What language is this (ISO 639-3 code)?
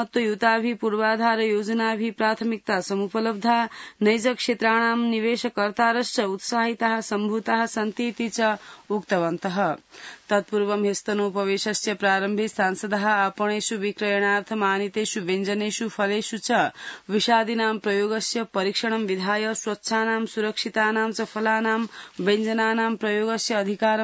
san